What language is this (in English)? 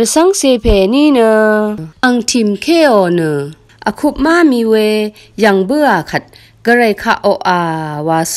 Rawang